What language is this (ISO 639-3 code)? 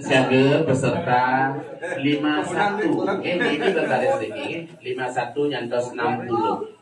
ban